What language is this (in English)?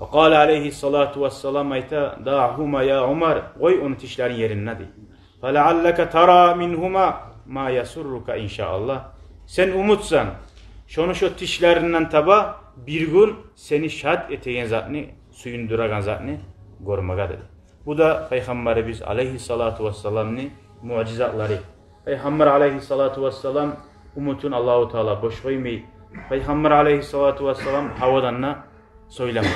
Kumyk